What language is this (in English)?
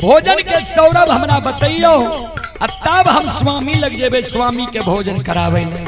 Maithili